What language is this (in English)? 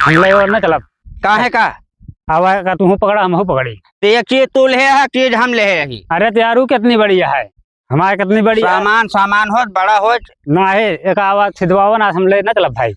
Awadhi